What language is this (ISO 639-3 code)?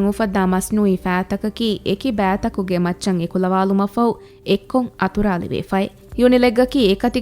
div